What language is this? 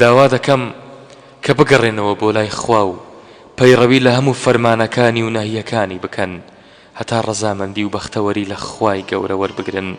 Central Kurdish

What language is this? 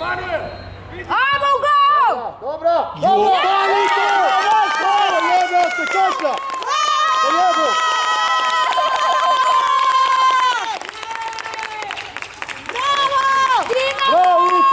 Croatian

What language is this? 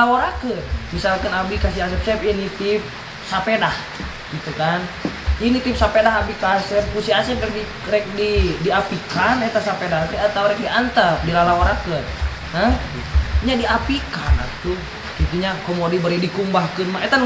Sundanese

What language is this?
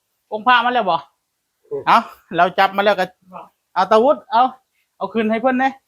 Northeastern Thai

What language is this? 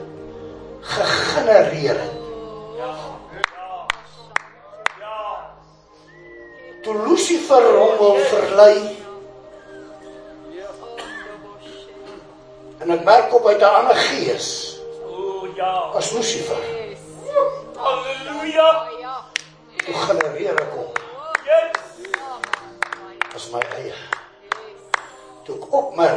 Afrikaans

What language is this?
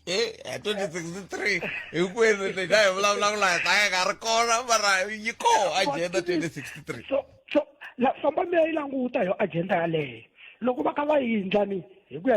Tsonga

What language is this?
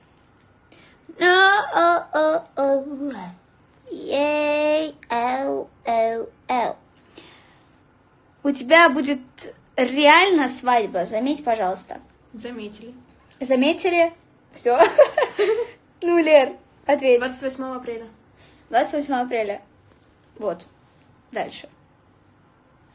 Russian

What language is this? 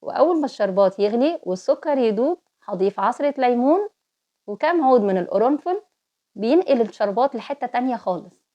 Egyptian Arabic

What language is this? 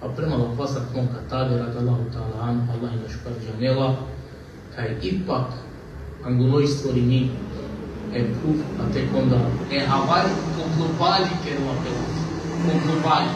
Balkan Romani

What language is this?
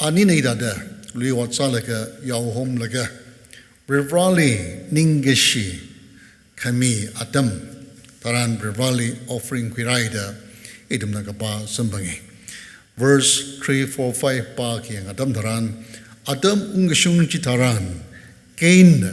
Tangkhul Naga (India)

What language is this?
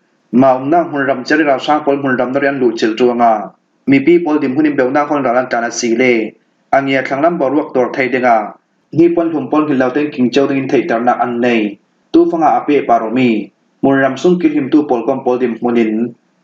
Falam Chin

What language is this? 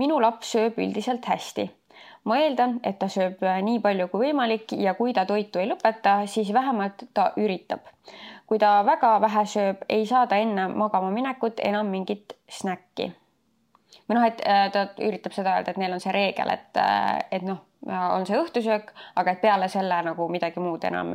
Estonian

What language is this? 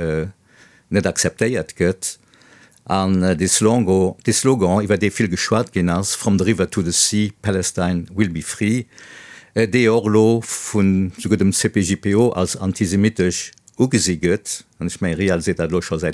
Luxembourgish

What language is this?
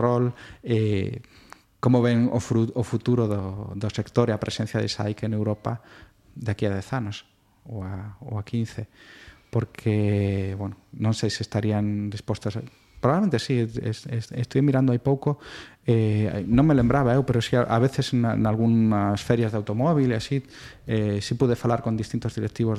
Galician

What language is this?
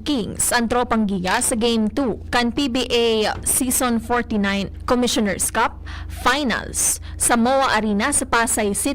Bikol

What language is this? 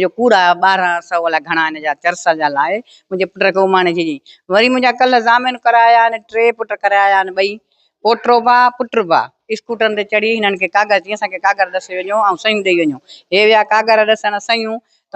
Sindhi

